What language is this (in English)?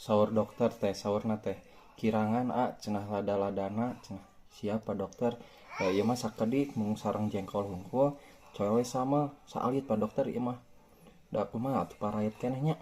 Sundanese